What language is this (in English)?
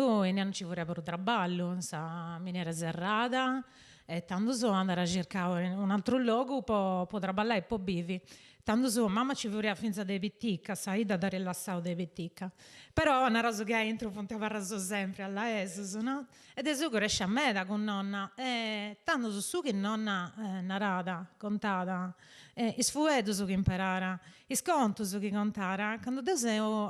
Sardinian